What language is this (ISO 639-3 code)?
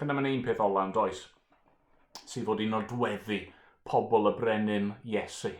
cym